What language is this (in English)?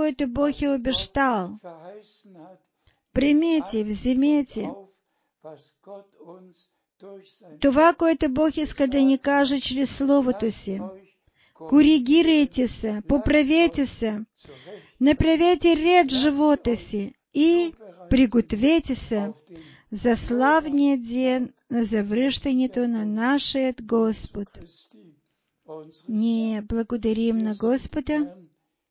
Bulgarian